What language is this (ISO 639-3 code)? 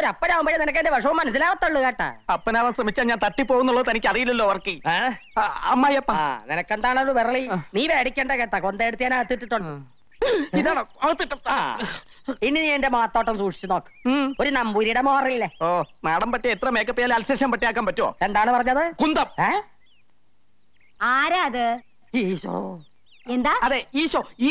mal